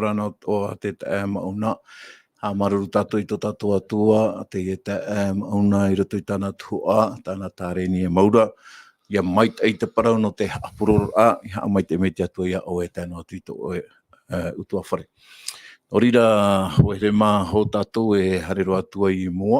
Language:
Tahitian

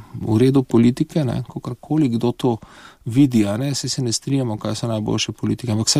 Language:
Slovenian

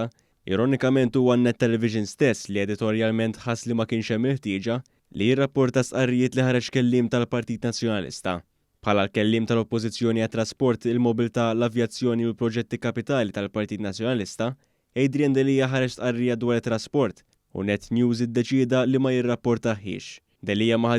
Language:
Maltese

